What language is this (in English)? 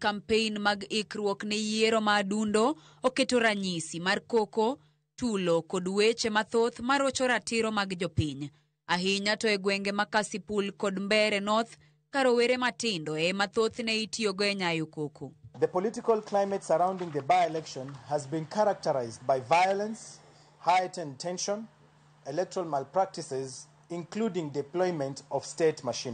Luo (Kenya and Tanzania)